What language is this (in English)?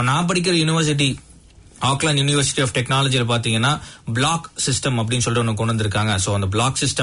Tamil